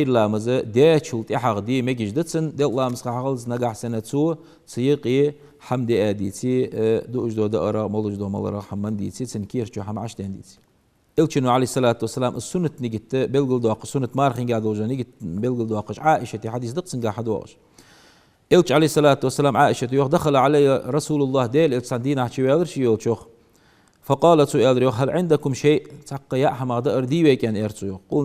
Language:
Ingush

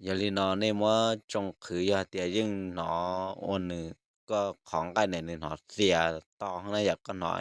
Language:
Hmong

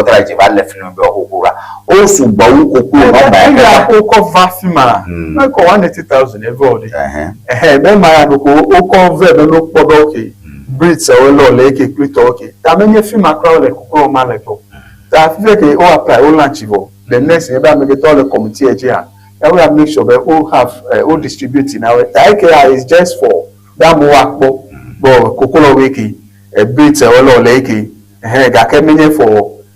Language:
Ewe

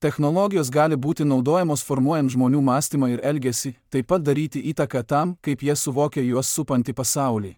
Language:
Lithuanian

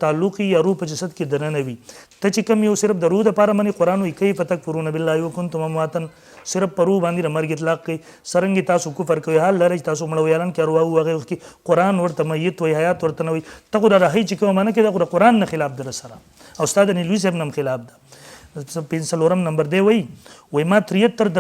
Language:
Pashto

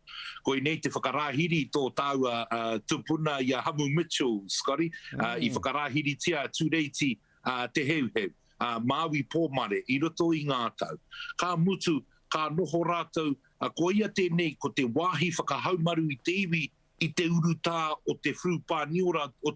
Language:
Māori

